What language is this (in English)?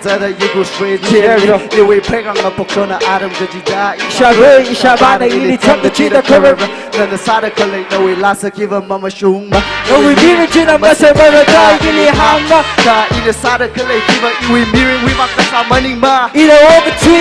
Tangkhul Naga (India)